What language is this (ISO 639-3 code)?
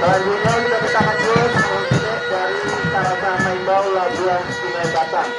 min